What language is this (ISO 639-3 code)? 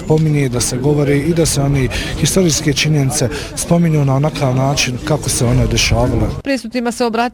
bos